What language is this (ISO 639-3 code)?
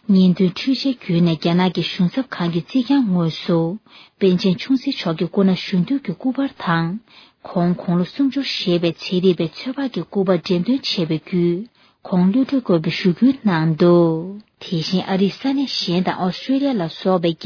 bod